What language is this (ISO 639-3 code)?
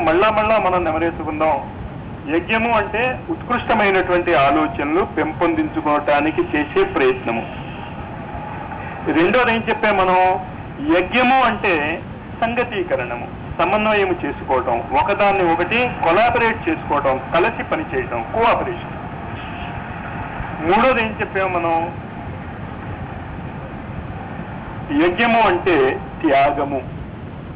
tel